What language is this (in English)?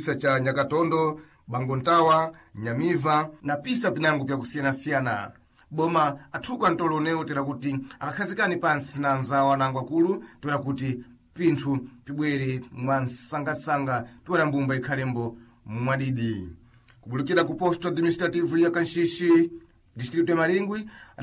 Sena